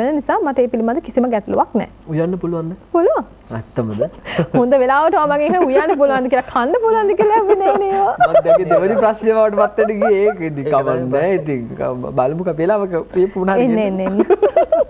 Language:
Sinhala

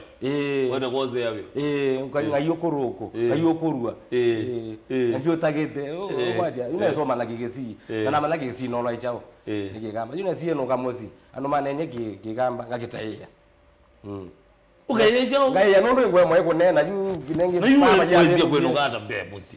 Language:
Kamba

